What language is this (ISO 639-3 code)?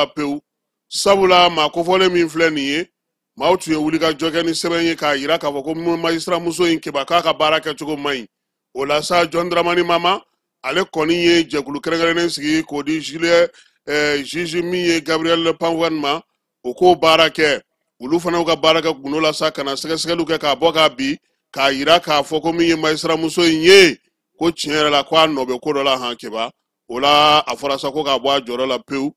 bam